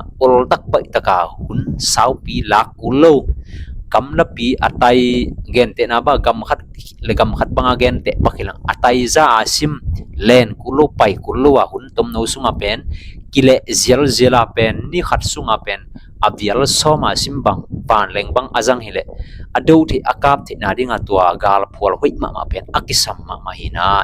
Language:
Tedim Chin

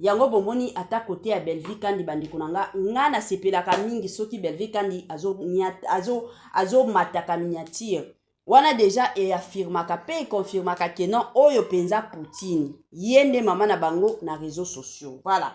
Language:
Lingala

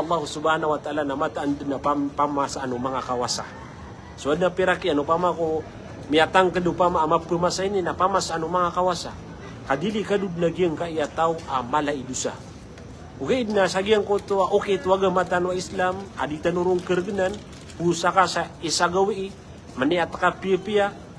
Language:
Maranao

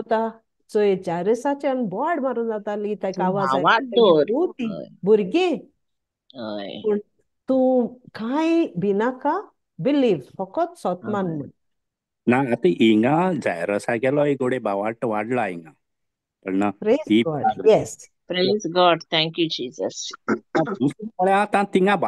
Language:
Konkani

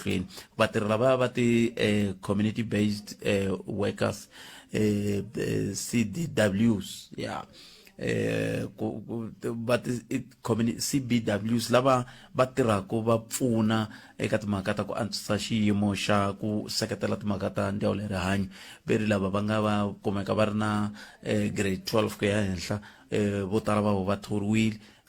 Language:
Tsonga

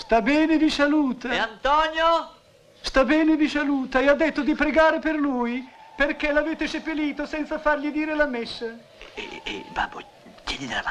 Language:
Italian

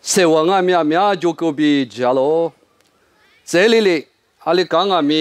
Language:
Lisu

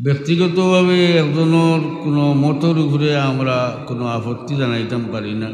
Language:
Sylheti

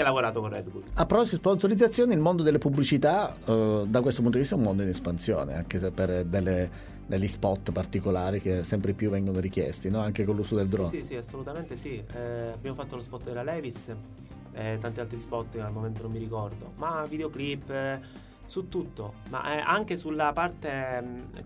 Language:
Italian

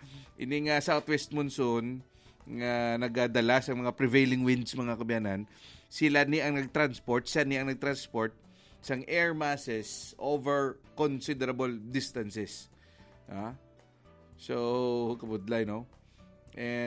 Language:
Hiligaynon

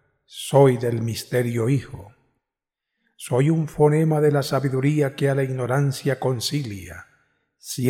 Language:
Spanish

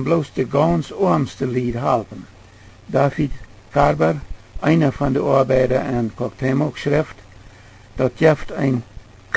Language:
Plautdietsch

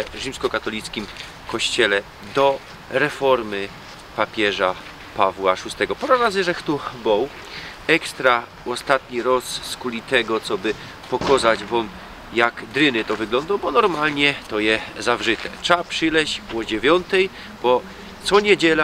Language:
Silesian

